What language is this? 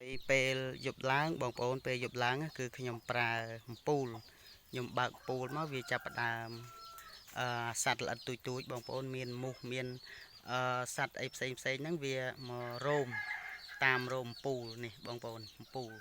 Khmer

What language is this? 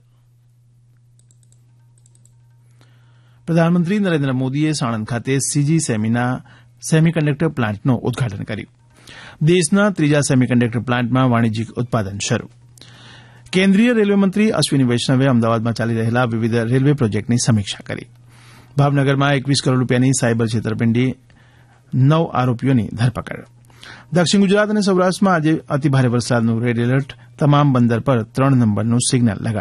Gujarati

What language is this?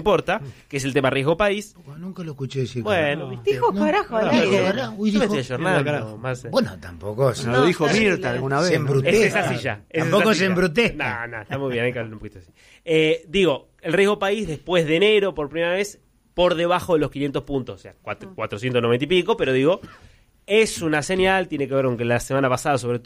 Spanish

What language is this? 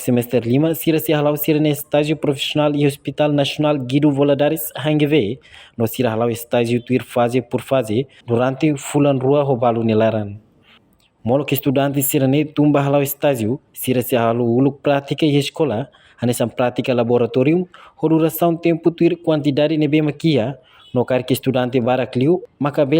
Tetum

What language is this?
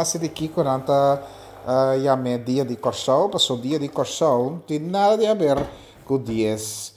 Papiamento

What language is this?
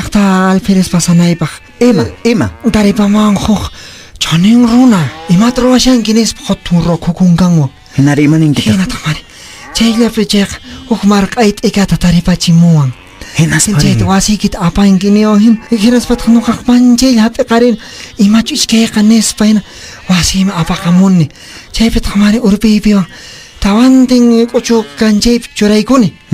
Quechua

